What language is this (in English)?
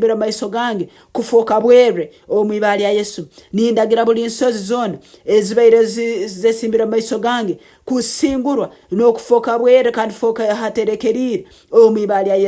Nyankole